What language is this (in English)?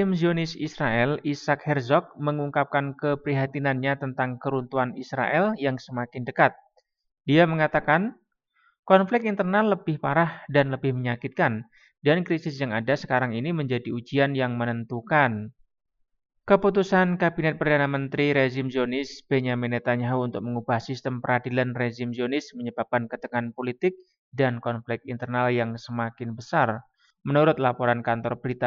Indonesian